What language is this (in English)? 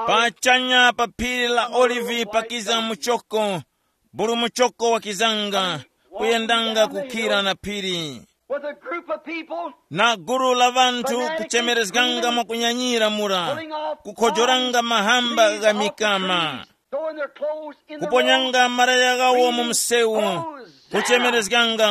Tumbuka